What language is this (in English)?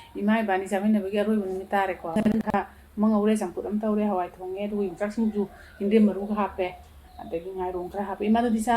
Manipuri